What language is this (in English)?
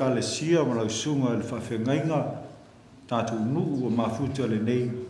Samoan